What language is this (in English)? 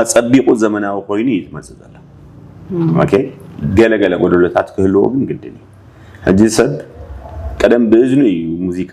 Tigrinya